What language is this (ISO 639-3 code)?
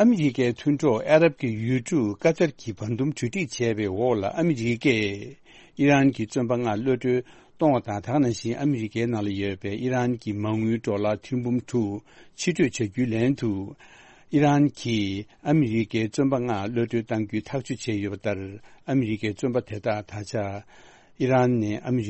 bod